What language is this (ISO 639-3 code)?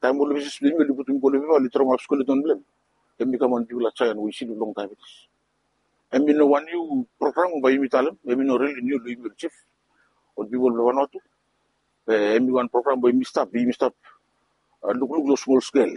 bis